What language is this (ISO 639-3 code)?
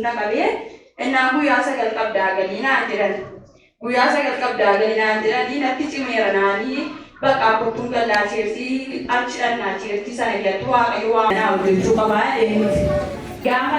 orm